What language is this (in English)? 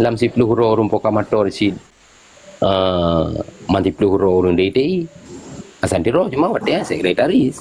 Achinese